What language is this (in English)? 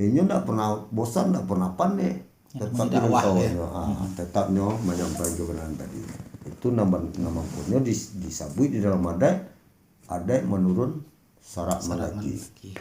Minangkabau